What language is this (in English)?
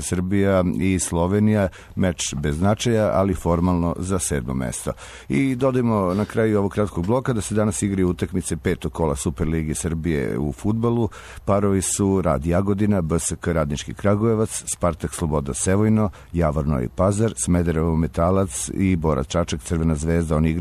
Serbian